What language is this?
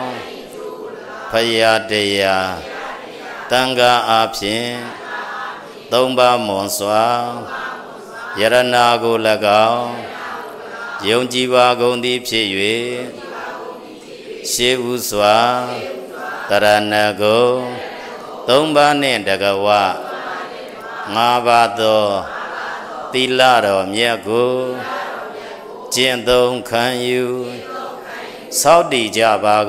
Burmese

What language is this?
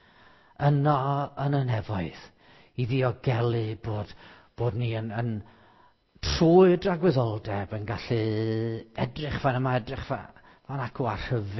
Welsh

